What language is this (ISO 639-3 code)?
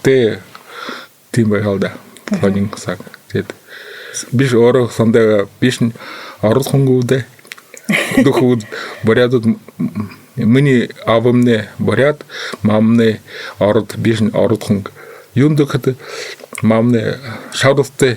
bua